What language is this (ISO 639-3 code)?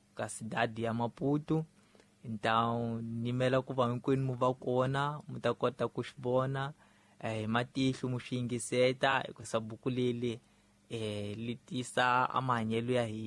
tso